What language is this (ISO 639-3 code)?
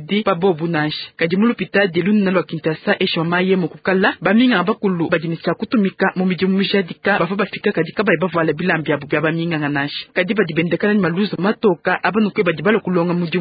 lua